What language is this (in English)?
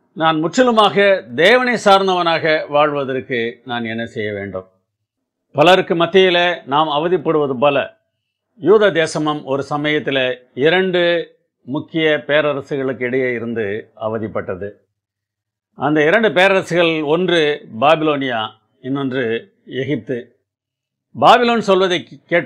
Tamil